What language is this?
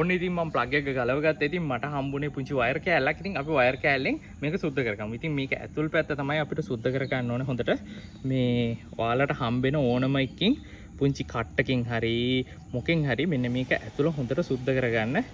Sinhala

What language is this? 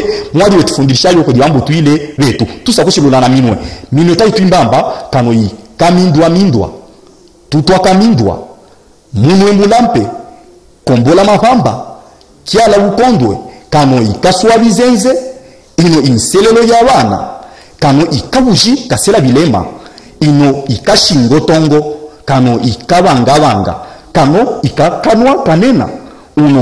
Luba-Katanga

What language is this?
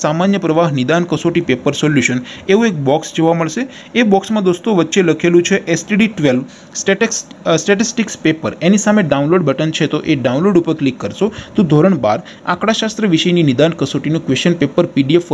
Gujarati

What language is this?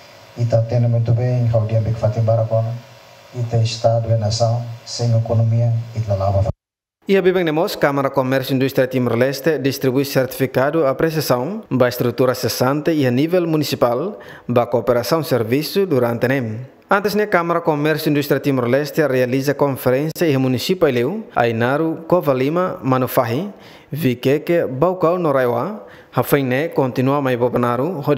Tetum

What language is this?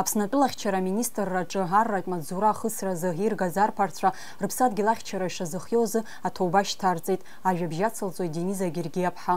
Abkhazian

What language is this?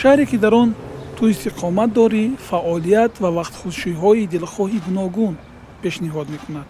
Tajik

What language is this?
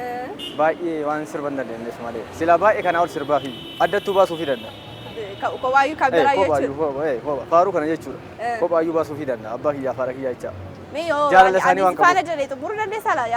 Oromo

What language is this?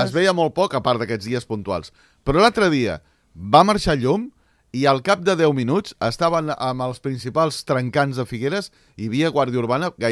Catalan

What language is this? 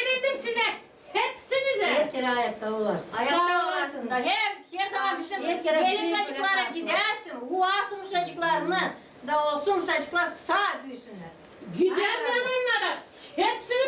Gagauz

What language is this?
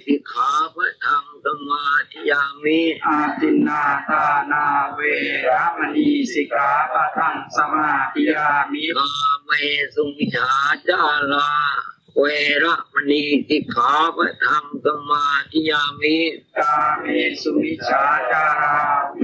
Pali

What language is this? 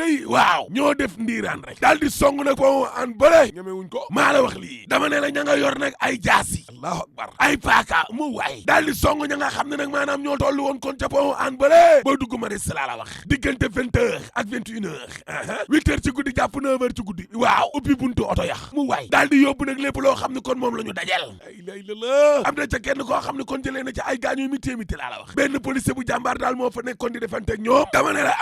Wolof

